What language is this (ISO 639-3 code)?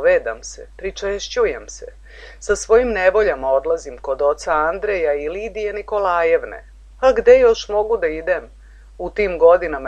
srp